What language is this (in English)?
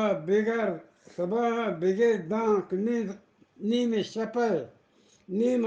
Eastern Balochi